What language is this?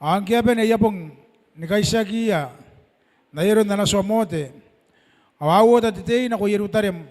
Gilbertese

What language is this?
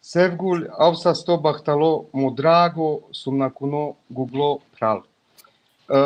Balkan Romani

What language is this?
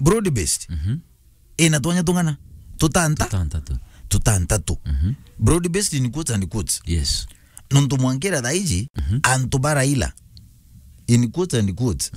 Meru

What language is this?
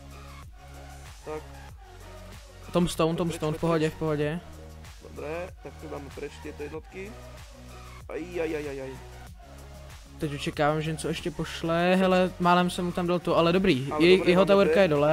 Czech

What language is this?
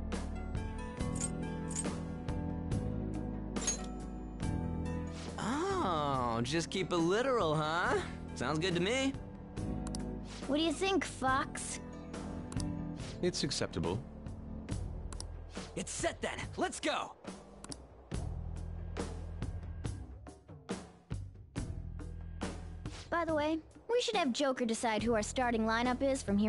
English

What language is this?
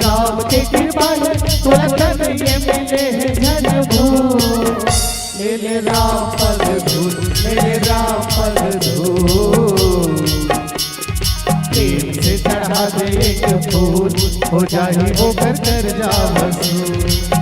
Chhattisgarhi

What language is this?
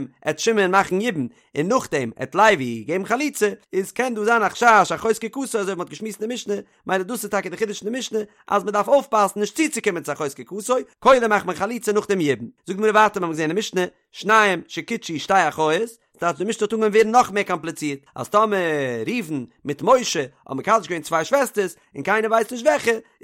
Yiddish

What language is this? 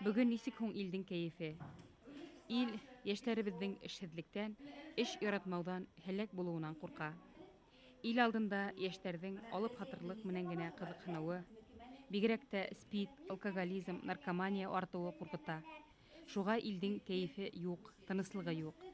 Bashkir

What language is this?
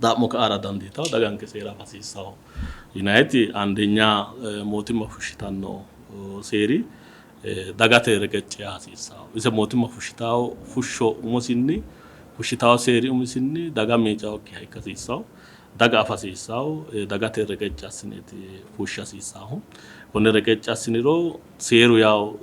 Sidamo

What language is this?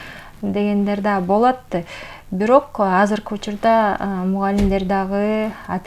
Kyrgyz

